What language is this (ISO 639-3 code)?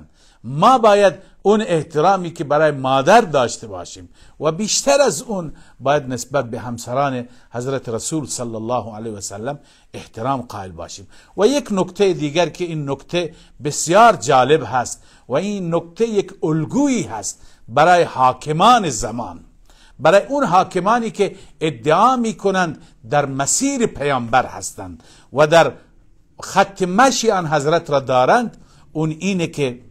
fas